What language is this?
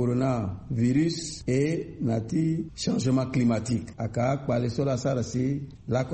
Sango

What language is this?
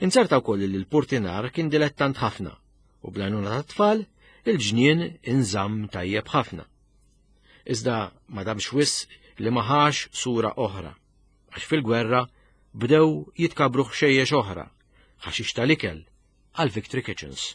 Maltese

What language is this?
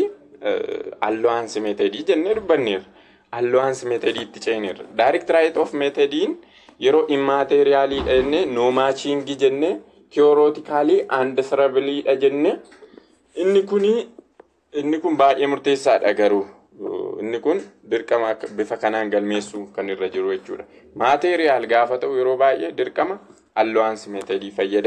Oromo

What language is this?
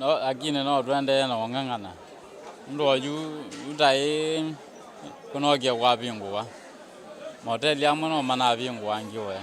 Kamba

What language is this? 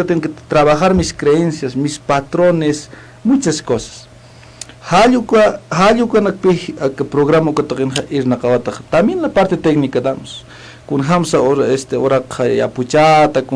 Aymara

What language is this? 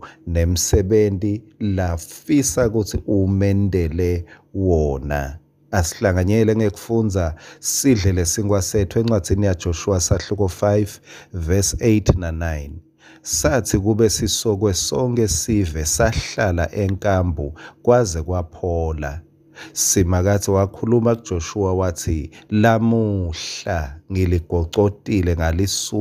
Swati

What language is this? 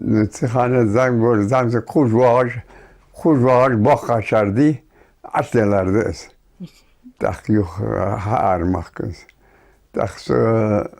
Ingush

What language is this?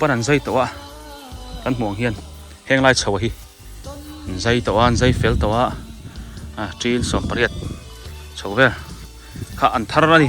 Biete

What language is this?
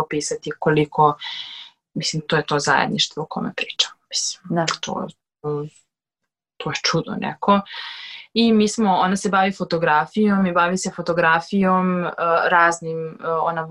Serbian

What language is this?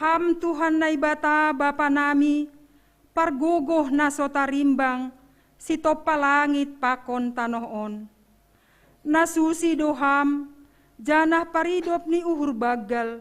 Batak Simalungun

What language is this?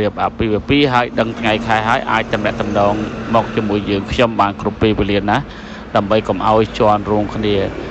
Khmer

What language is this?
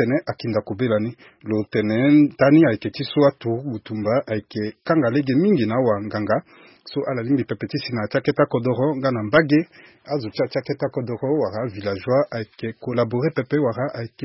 Sango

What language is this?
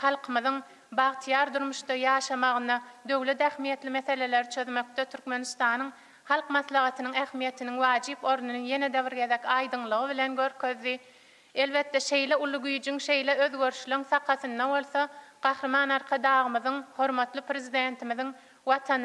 Turkmen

